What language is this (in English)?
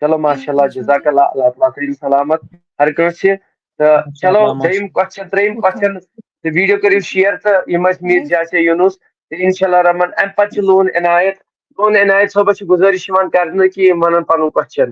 Kashmiri